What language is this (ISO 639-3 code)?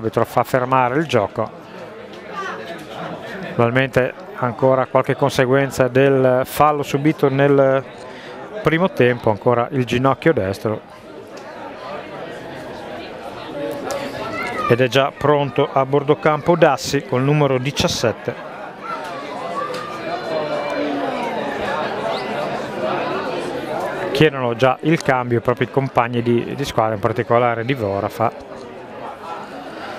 ita